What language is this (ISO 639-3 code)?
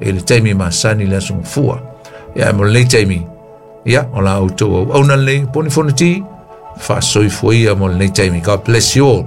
smo